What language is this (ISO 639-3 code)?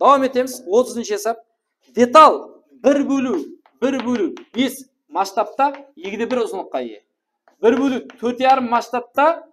kaa